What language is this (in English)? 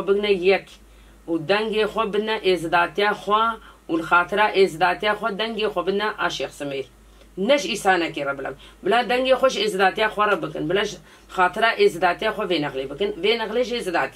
Kurdish